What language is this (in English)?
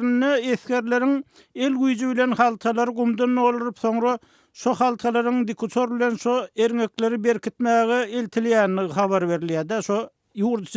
Turkmen